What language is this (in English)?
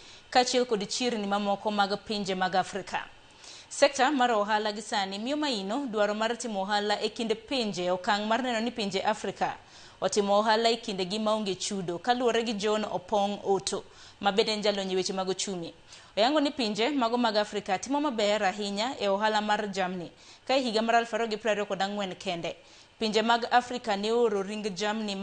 Luo (Kenya and Tanzania)